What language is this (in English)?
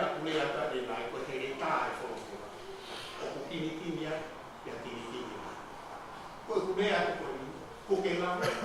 Tongan